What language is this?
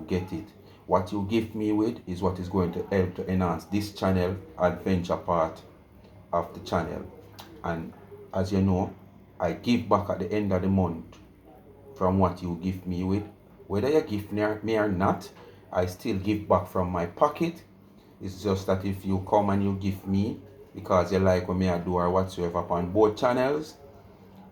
Jamaican Creole English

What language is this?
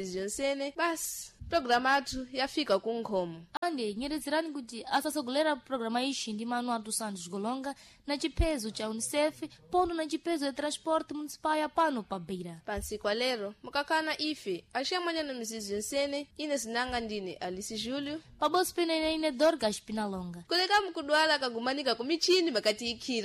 Sena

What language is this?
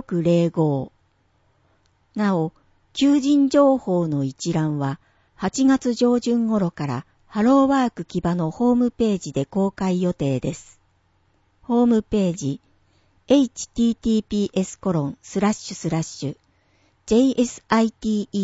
Japanese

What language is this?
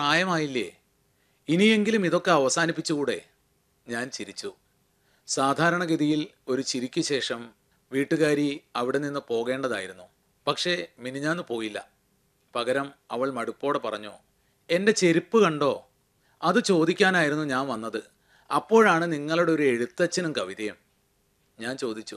Malayalam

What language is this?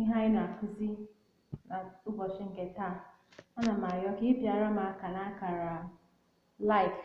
Igbo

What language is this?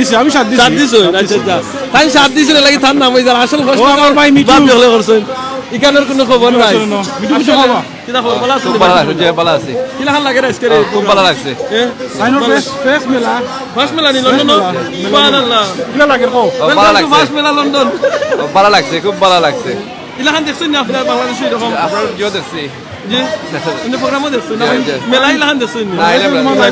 Sylheti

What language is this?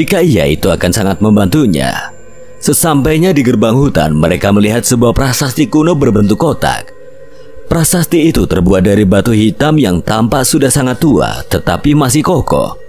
Indonesian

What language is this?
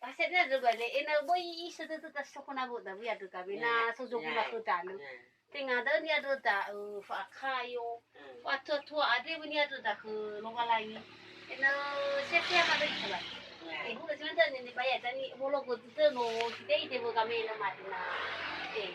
Nias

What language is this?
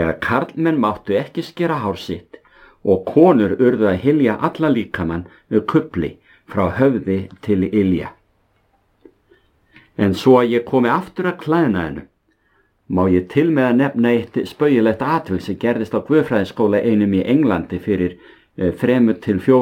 Icelandic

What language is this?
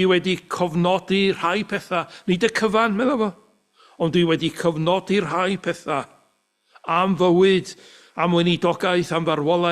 Welsh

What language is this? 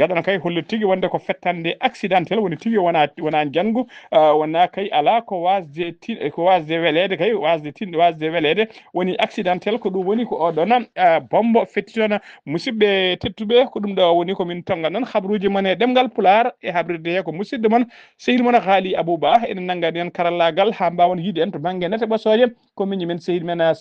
Fula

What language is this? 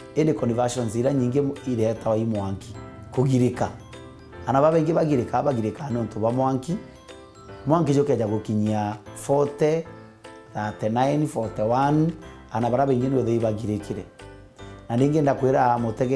Meru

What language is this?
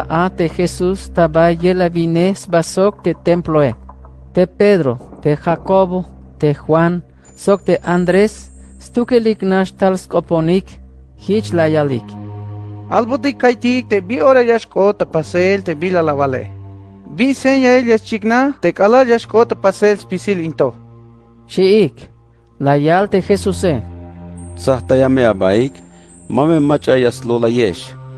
Tzeltal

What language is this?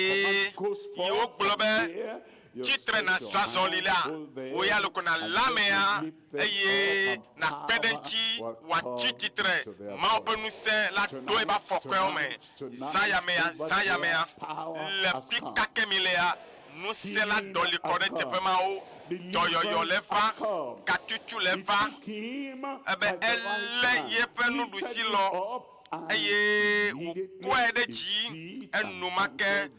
Ewe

